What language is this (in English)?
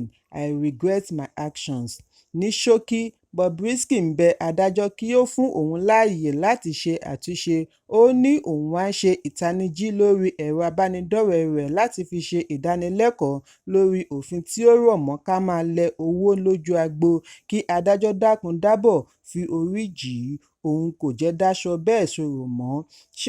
Yoruba